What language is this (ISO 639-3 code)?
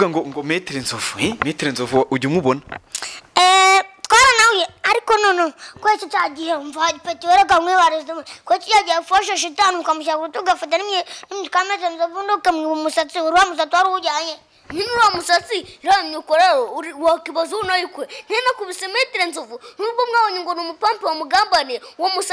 kin